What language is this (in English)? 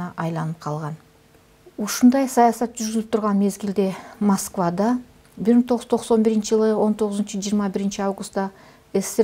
Kyrgyz